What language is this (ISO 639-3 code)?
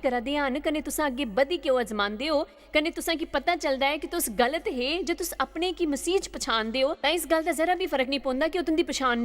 doi